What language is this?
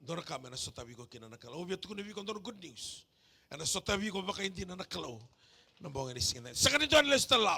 Fijian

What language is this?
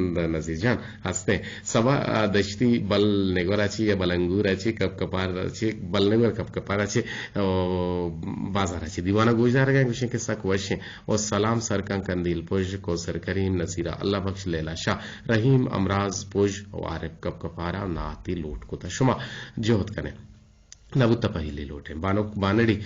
Eastern Balochi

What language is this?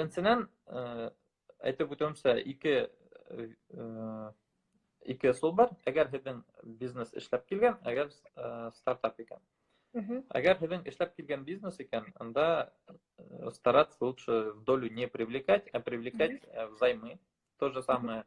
Bashkir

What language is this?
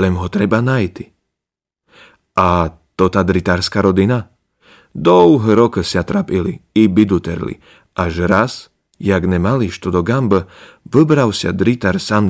Slovak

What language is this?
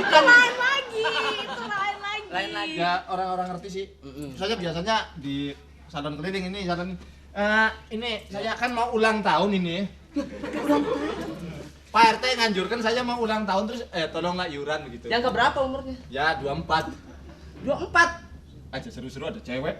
Betawi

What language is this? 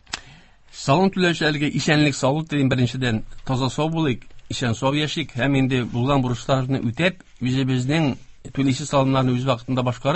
Tatar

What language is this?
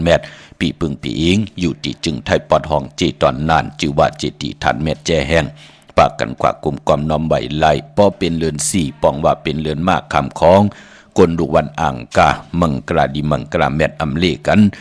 Shan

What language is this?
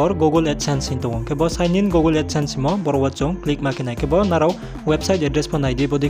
Riang (India)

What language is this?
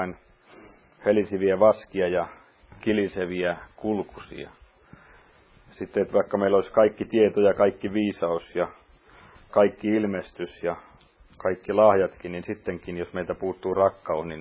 Finnish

